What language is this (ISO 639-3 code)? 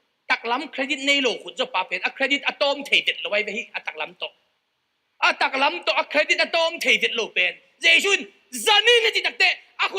ctd